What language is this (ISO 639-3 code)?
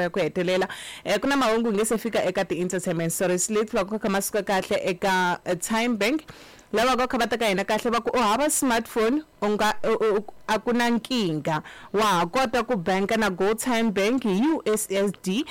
tso